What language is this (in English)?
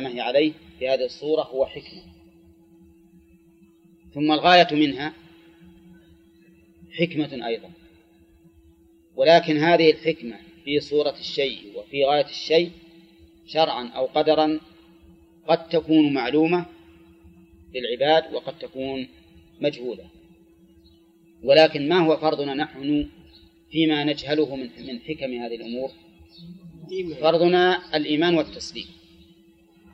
Arabic